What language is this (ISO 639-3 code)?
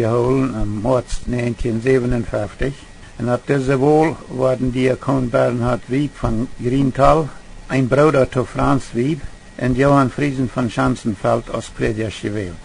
pdt